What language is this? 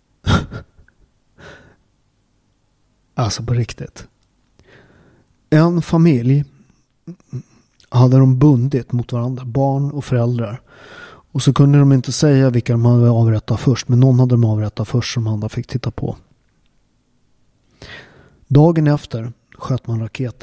Swedish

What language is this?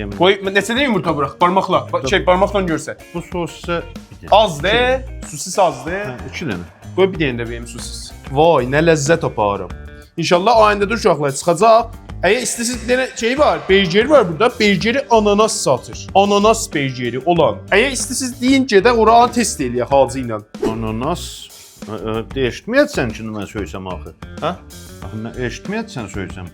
South Azerbaijani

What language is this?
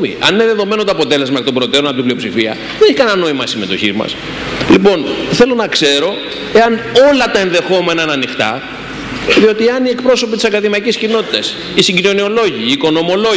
Greek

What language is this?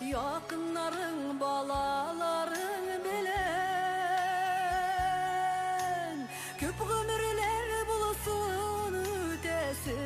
Bashkir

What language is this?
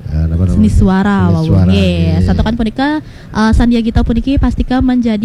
Balinese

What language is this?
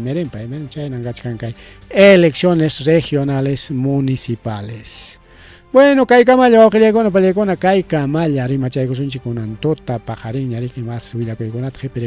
Ayacucho Quechua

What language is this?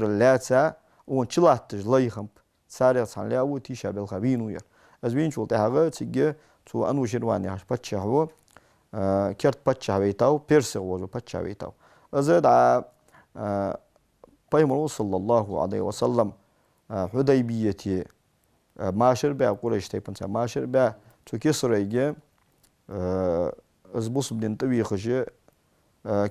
Ingush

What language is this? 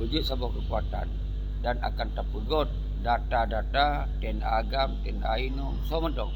Achinese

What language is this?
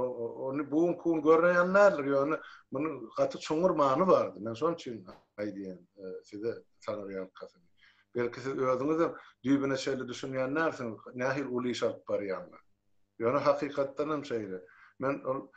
Turkmen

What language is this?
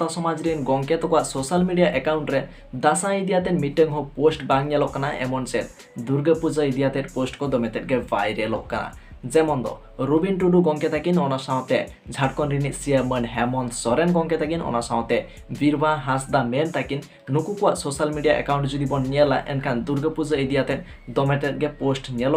Santali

